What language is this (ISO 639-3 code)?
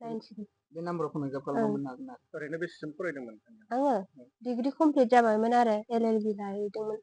brx